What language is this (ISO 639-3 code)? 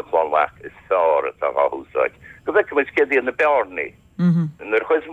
gle